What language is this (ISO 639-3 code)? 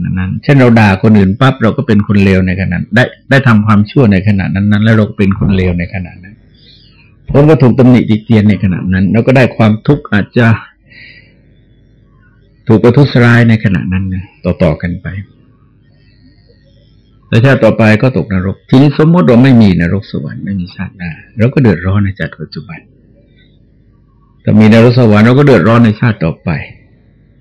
tha